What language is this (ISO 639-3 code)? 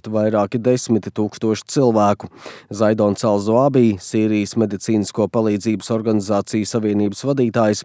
lav